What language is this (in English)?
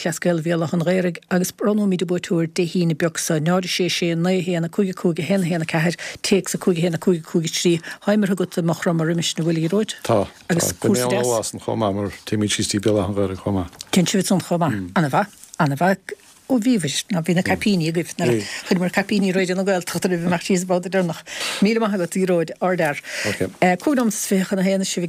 Irish